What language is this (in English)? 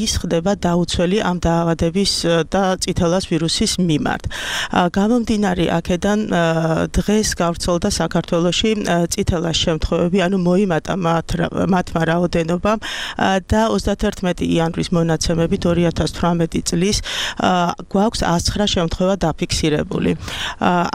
Georgian